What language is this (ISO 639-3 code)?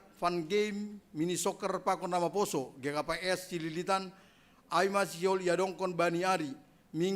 bts